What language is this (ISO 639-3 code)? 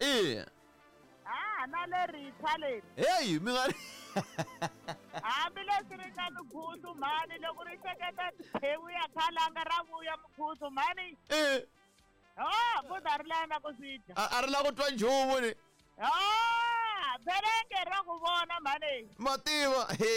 tso